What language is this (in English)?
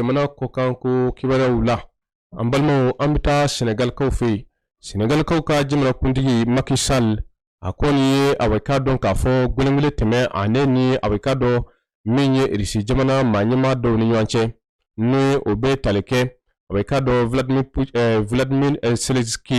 Bambara